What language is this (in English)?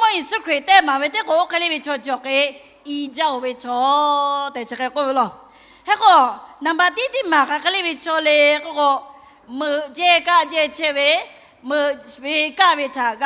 Lahu